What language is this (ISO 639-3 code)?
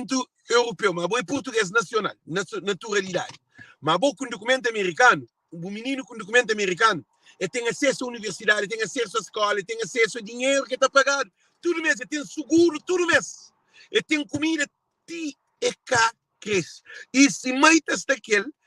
kea